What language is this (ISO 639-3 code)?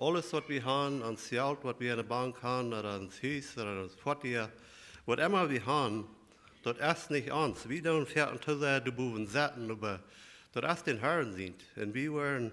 pdt